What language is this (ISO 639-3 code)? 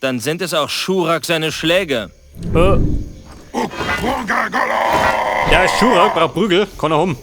bar